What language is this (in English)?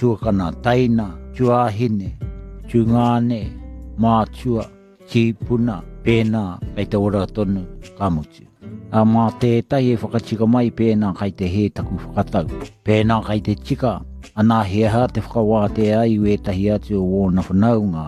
Māori